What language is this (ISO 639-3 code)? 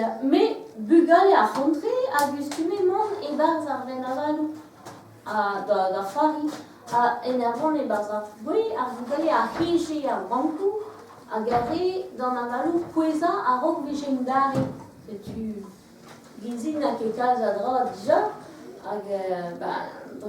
bre